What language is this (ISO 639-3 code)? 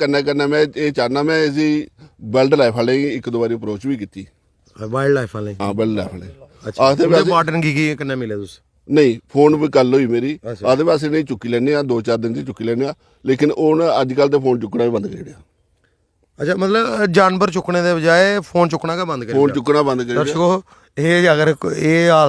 doi